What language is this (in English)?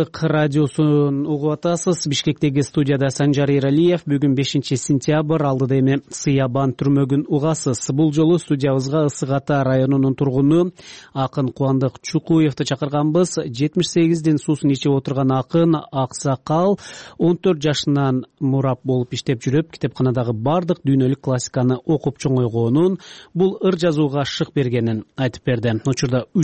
Kyrgyz